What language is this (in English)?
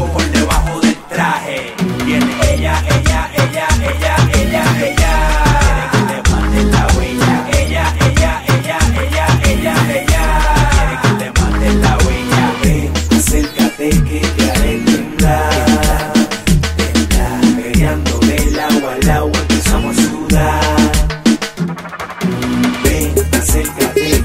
Spanish